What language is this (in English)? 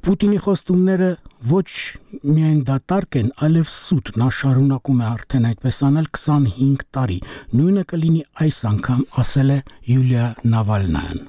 Armenian